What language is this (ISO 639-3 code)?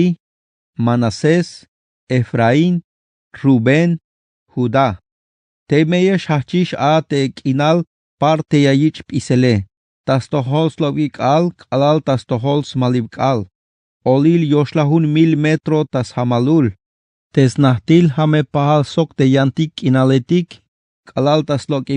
tzh